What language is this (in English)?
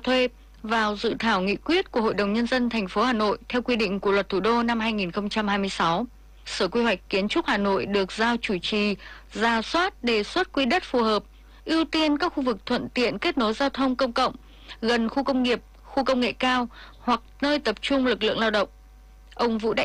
Vietnamese